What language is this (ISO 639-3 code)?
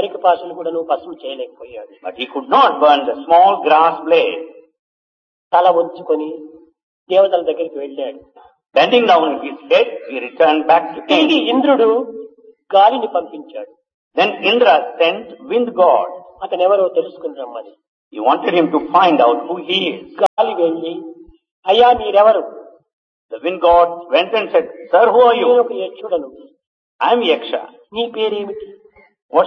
tel